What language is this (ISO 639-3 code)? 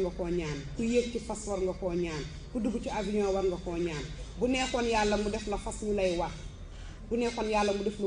wol